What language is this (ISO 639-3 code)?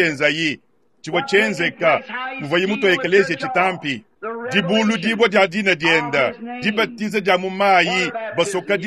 lua